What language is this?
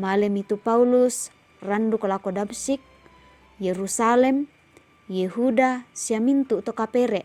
Toraja-Sa'dan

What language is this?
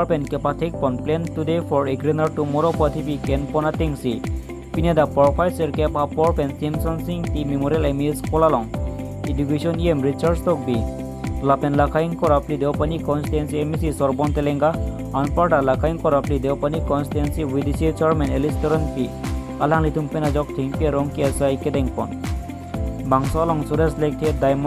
Karbi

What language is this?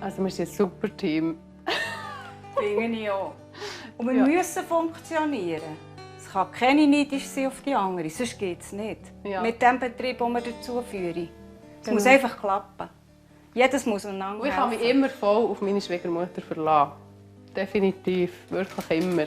Swiss German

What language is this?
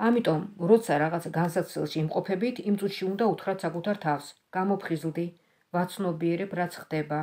Georgian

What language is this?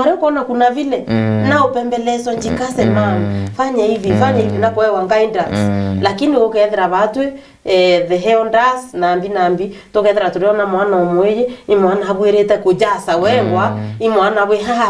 Meru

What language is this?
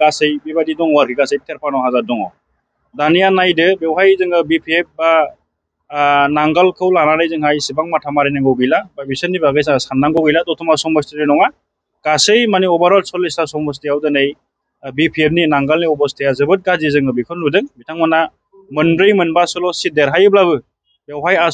Bodo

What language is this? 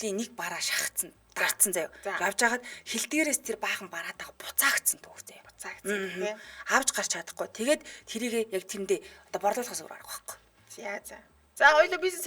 Mongolian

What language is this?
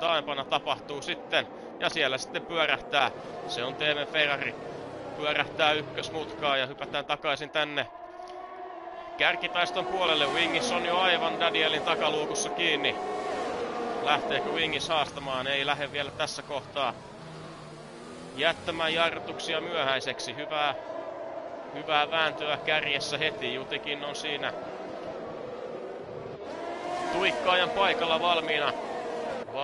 Finnish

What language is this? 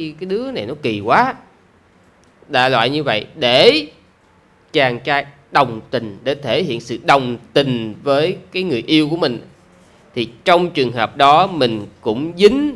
Vietnamese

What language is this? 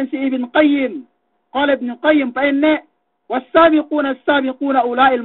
Yakan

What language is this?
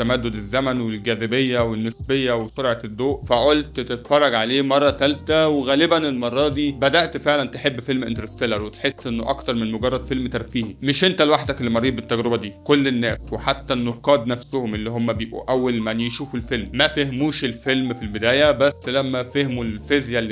Egyptian Arabic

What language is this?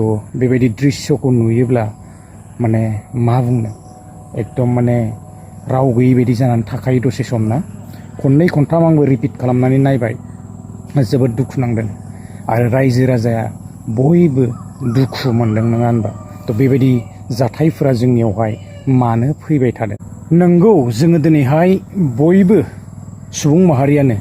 Bodo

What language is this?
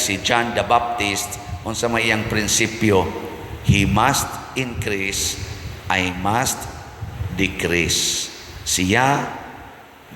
Cebuano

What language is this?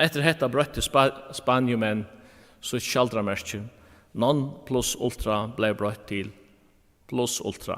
Faroese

